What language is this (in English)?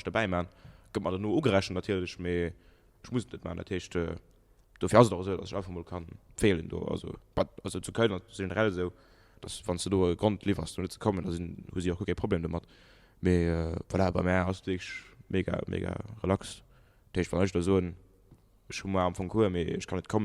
Luxembourgish